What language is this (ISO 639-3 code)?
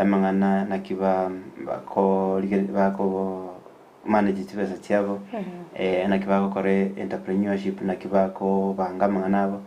guz